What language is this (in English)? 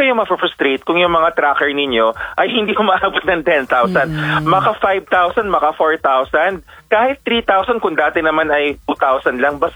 Filipino